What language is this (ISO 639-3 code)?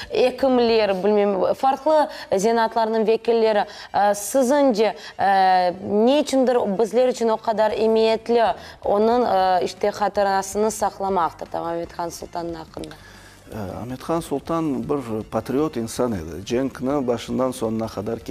crh